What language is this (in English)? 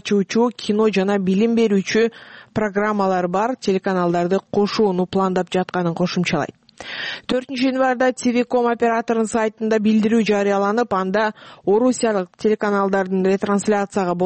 Kyrgyz